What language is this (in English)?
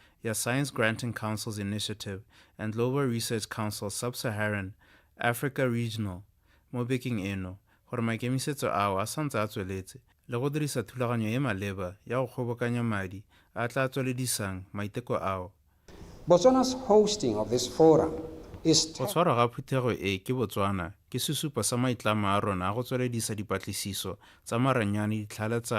Tswana